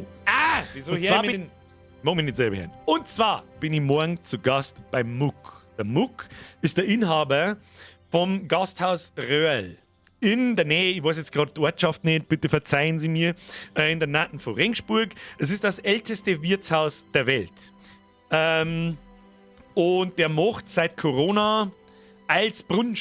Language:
Bavarian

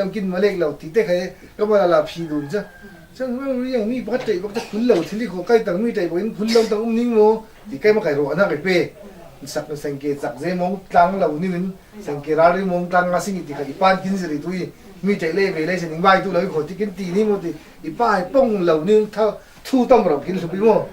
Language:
Falam Chin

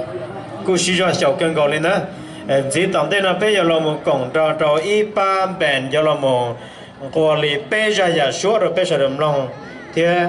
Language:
Hmong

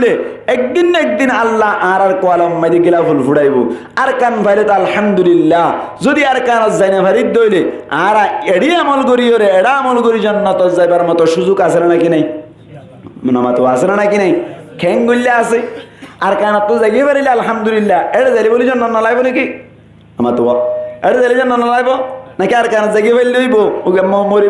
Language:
Rohingya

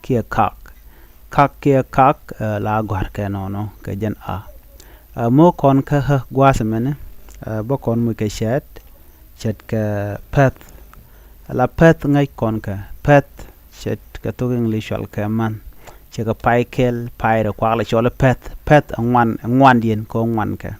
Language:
Nuer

